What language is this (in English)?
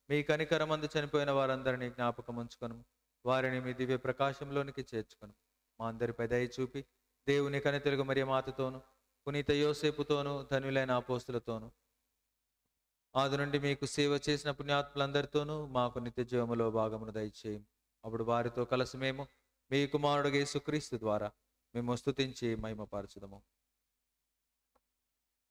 Telugu